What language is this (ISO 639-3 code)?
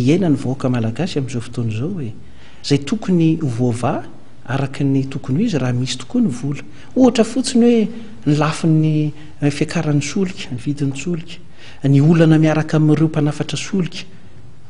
mlg